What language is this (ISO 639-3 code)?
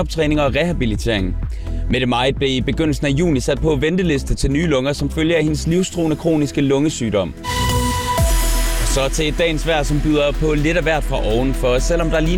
dan